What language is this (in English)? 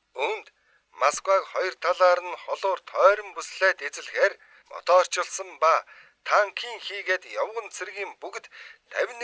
Mongolian